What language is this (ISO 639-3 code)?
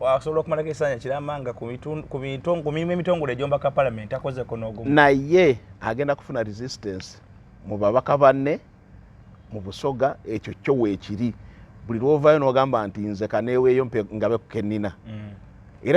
lug